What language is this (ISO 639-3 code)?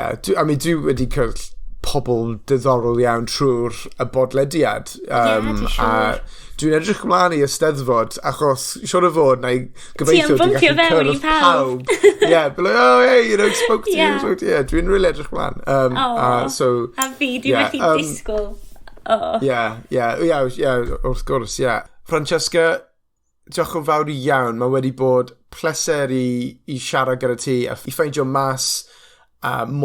cym